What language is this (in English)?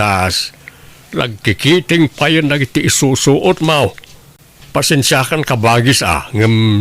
Iloko